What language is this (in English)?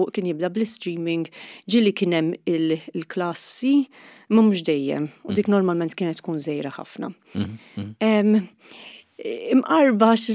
Maltese